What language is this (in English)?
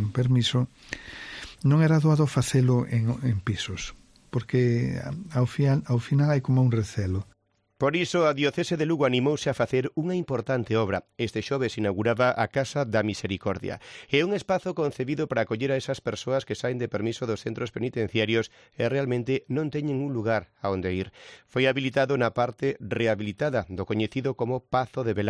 Galician